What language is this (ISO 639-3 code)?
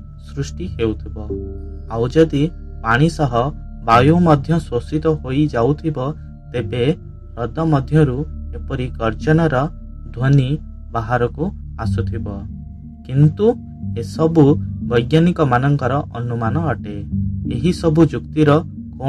ori